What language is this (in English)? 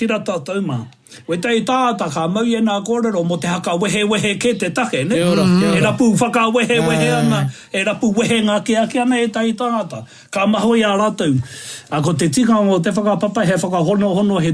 Māori